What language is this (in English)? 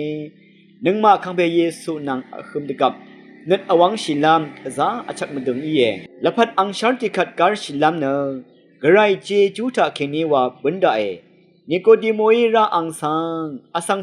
Rawang